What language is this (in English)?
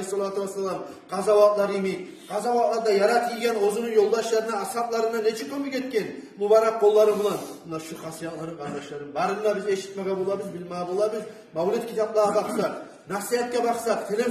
Kumyk